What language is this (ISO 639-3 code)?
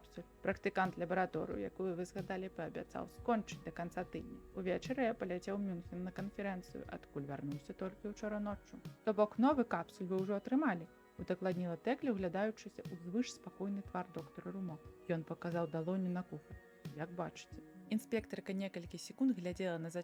bel